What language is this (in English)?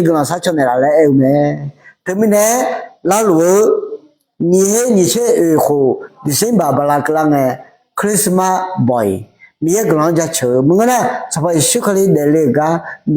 Akha